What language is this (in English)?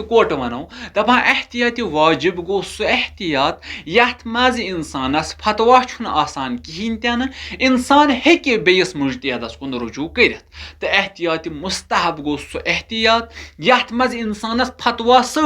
Kashmiri